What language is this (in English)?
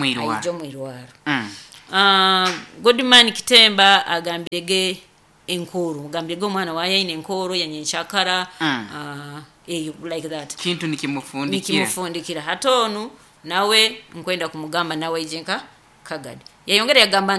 Nyoro